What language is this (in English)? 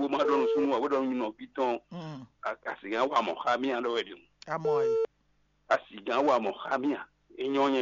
Fon